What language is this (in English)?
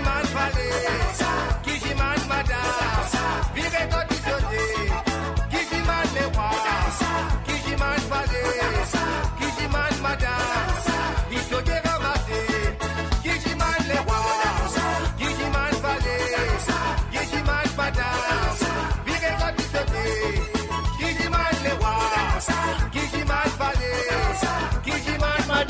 Morisyen